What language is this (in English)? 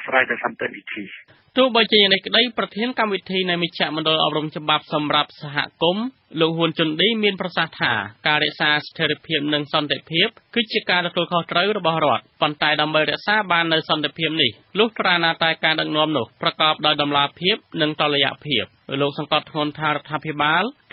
Khmer